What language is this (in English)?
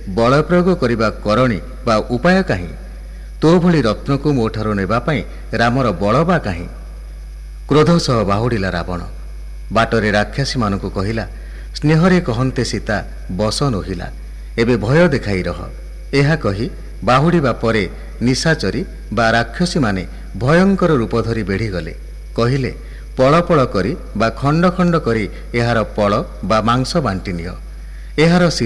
Odia